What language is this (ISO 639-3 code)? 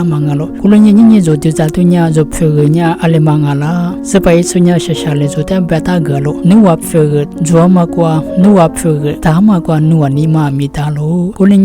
lis